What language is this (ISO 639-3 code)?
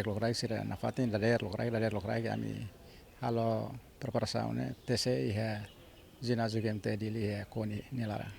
tet